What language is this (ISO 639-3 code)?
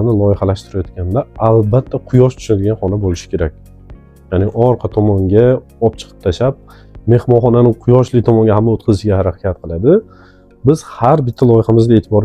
uzb